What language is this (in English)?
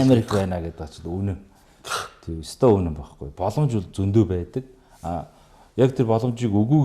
Mongolian